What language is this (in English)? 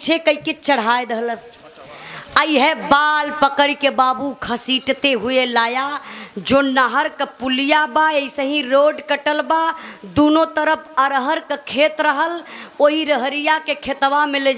Bhojpuri